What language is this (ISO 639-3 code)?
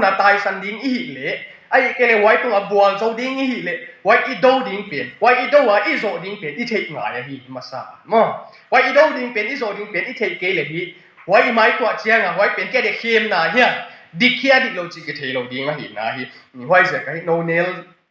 ctd